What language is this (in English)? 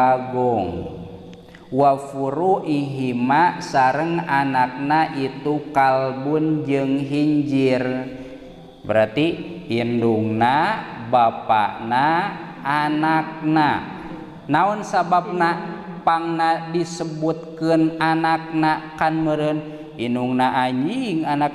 Sundanese